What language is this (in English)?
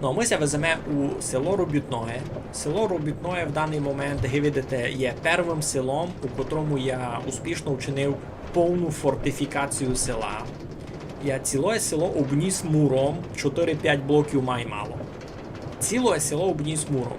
Rusyn